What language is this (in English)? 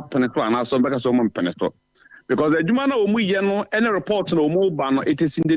Akan